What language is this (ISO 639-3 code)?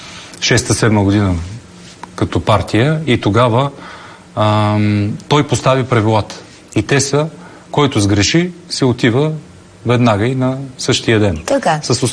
bul